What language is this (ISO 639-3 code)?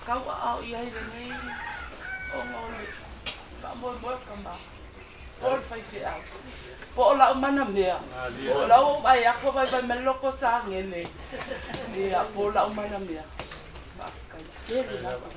smo